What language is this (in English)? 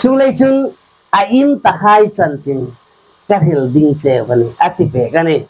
Hmar